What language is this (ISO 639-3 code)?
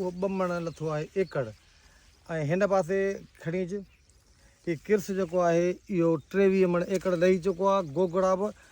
snd